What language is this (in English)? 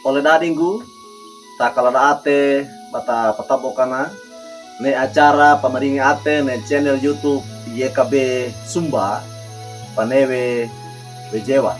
Wejewa